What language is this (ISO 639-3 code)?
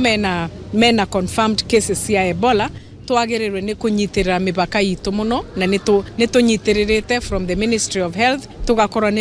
kik